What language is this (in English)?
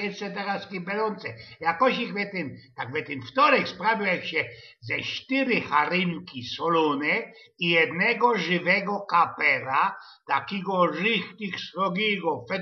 Silesian